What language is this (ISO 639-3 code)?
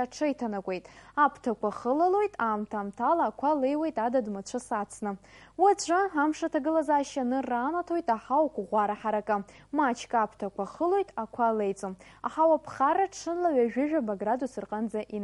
abk